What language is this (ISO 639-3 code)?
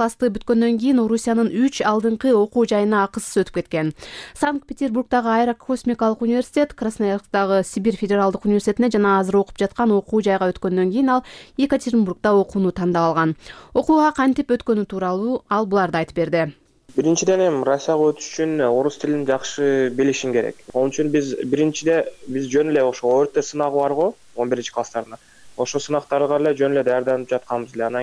kir